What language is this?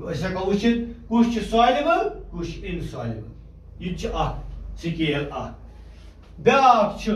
Kashmiri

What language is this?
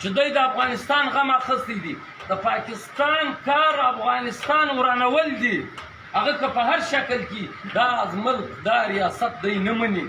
Pashto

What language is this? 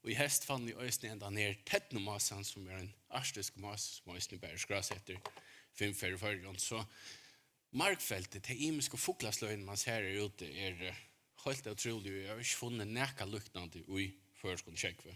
Faroese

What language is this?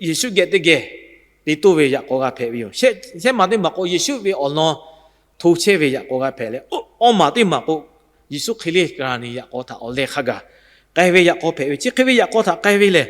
Lahu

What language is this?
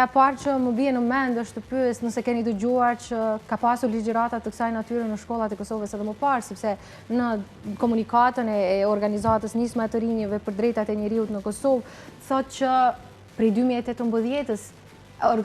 Albanian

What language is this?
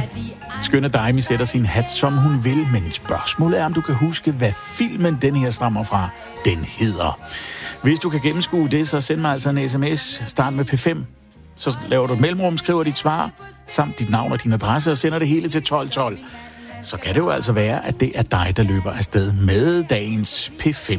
Danish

